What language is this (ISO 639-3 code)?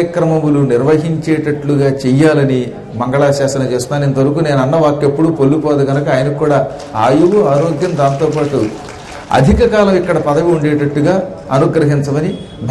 tel